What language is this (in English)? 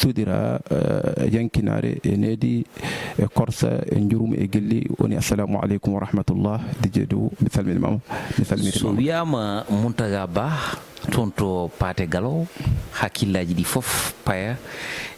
Fula